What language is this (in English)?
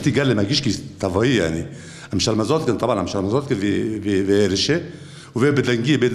Kurdish